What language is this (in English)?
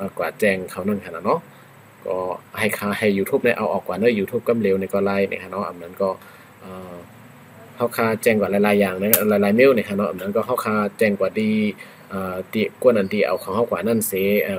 Shan